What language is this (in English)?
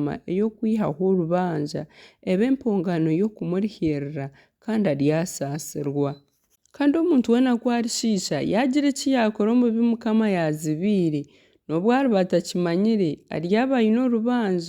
Nyankole